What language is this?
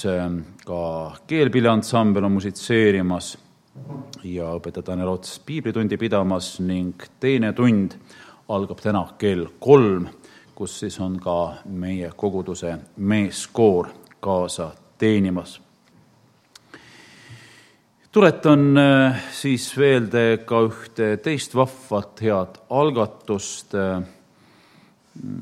Estonian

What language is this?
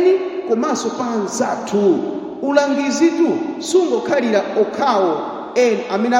Nyanja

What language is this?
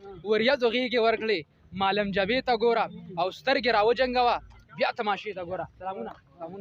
Pashto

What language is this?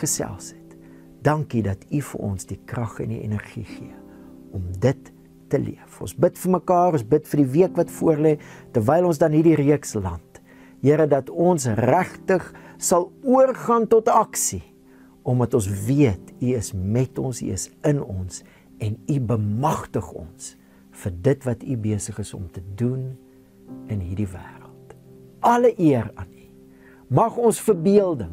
Afrikaans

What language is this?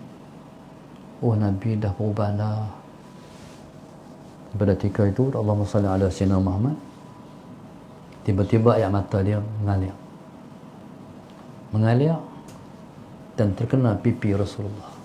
Malay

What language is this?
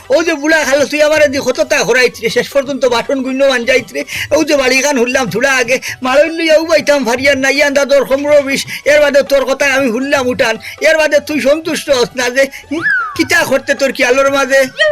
Sylheti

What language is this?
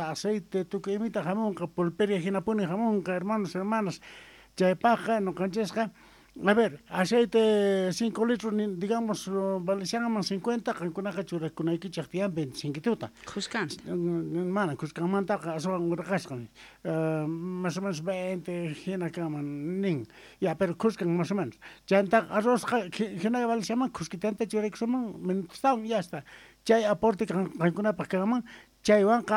Quechua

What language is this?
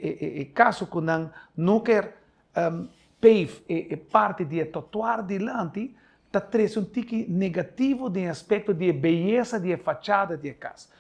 Papiamento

